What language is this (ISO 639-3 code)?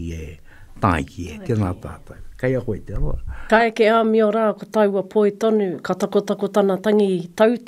mri